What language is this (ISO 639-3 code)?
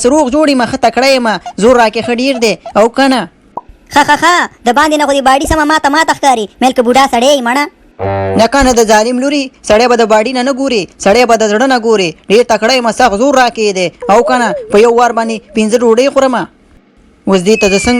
pus